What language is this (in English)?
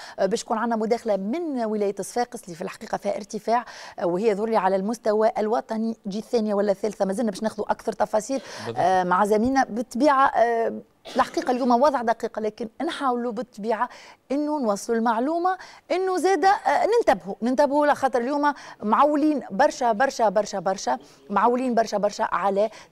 Tunisian Arabic